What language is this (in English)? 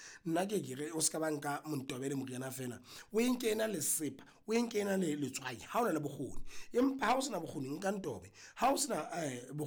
Southern Sotho